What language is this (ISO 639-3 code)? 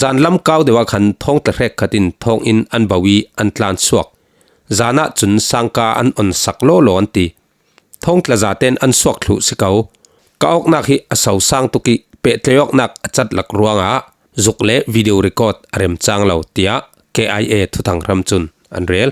cfm